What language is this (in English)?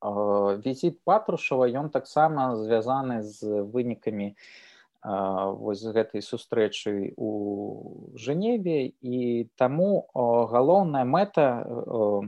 Belarusian